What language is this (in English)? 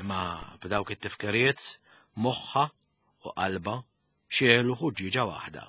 Maltese